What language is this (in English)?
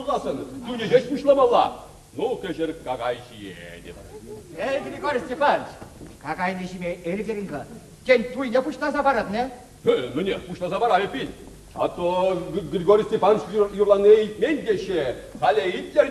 Chuvash